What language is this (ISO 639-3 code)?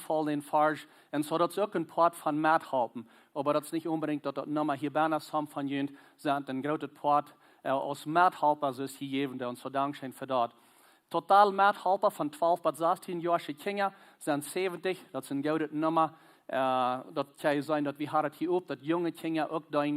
pdt